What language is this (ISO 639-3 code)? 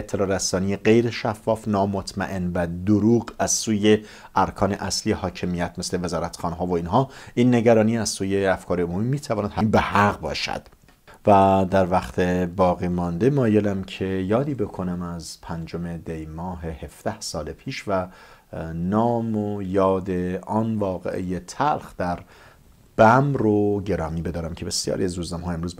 fas